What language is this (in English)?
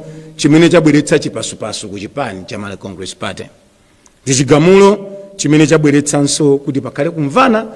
Nyanja